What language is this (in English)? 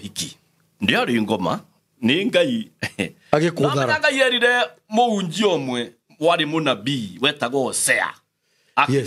Kikuyu